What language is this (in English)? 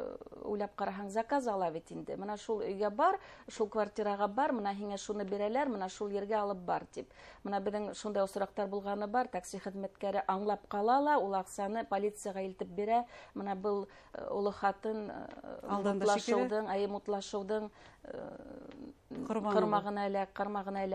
Bashkir